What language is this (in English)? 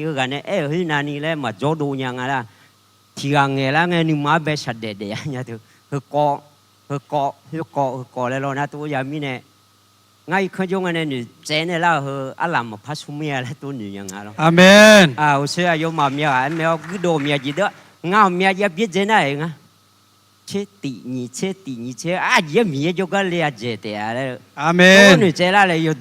Akha